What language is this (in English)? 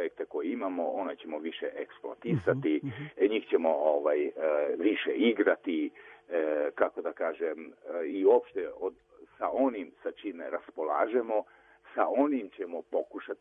Serbian